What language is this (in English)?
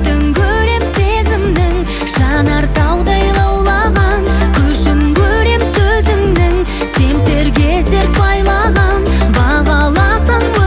Kazakh